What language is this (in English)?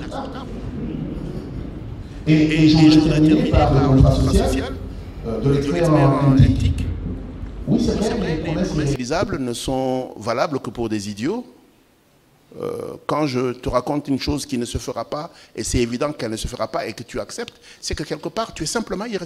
French